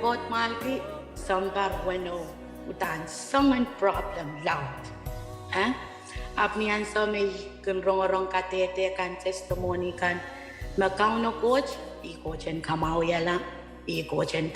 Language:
Pohnpeian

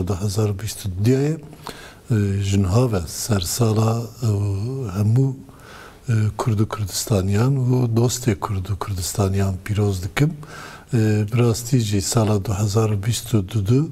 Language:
Kurdish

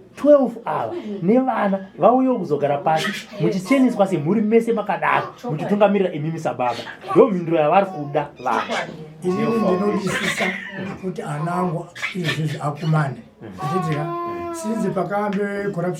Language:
Shona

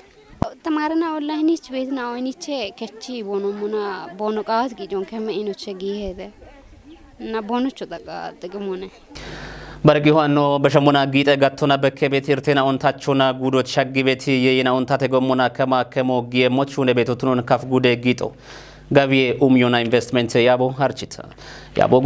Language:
Kafa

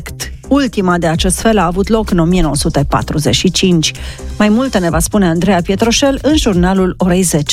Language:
Romanian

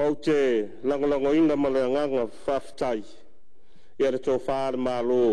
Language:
Samoan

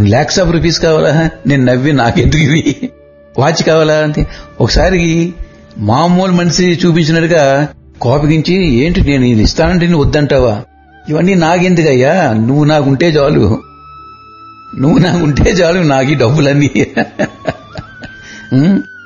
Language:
Telugu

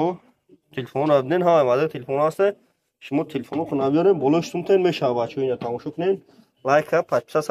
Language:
Tajik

